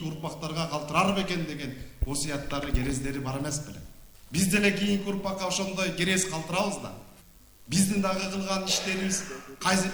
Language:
Kyrgyz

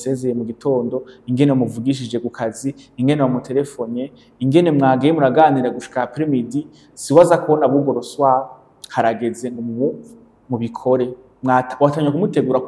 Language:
Rundi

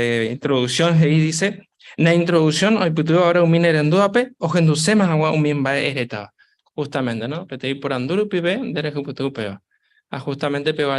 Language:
Guarani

